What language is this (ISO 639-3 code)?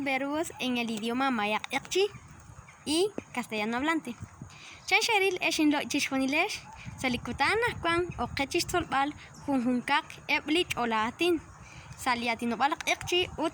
kek